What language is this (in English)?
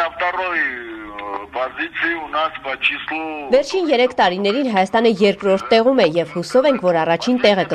Armenian